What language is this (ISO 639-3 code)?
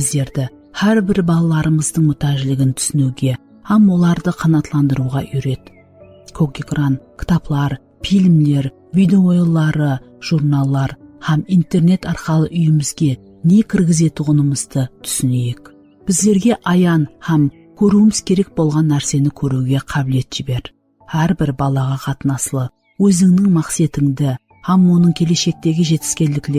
kaa